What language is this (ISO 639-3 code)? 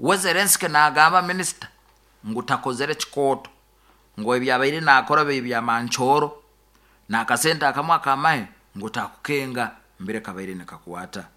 nyo